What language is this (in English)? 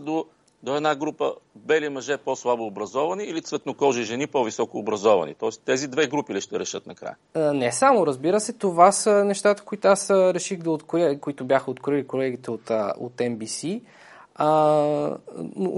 Bulgarian